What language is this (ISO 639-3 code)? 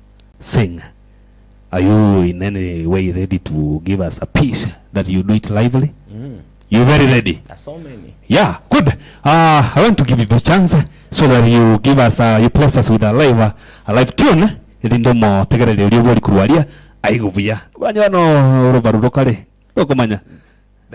guz